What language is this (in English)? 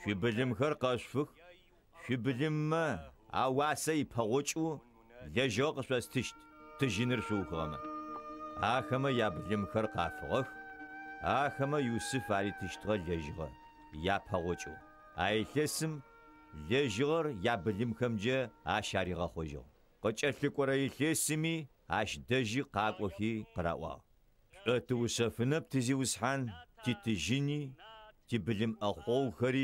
Adyghe